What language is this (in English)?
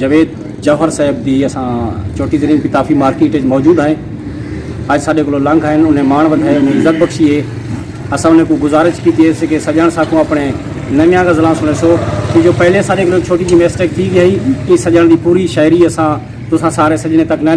Saraiki